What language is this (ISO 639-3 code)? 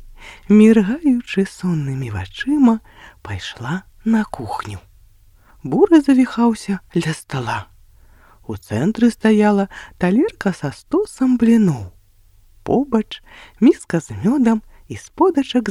bel